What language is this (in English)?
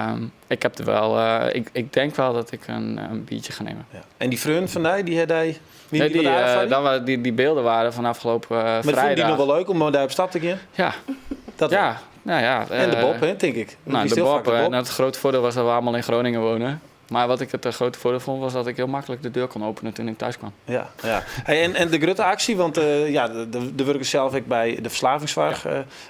Western Frisian